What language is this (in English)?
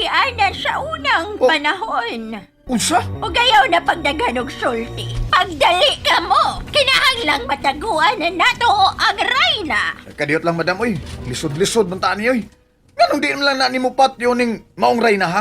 Cebuano